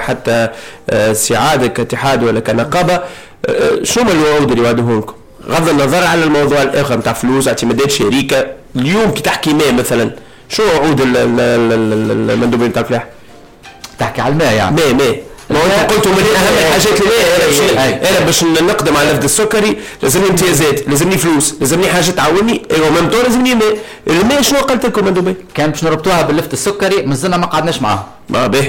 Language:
Tunisian Arabic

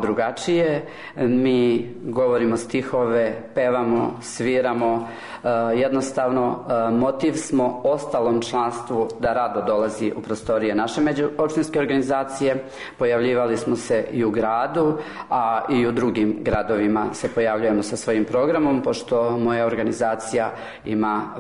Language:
Serbian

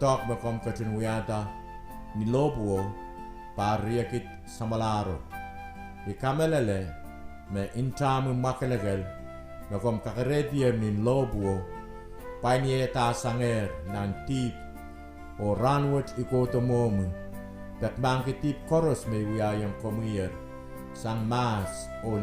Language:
Pohnpeian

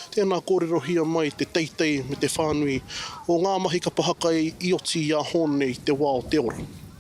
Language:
Māori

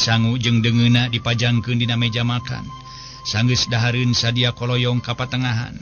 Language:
Sundanese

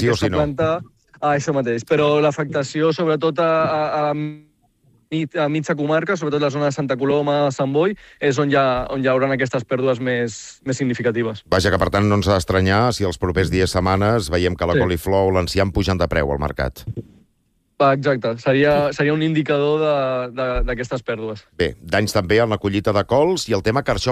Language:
Catalan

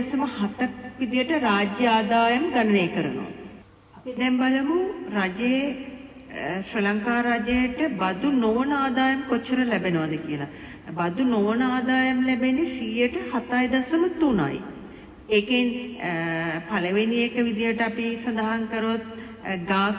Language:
Sinhala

